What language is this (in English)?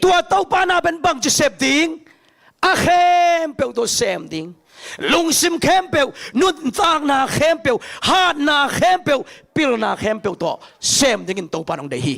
Tedim Chin